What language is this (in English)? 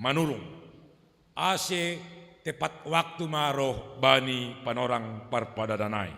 Batak Simalungun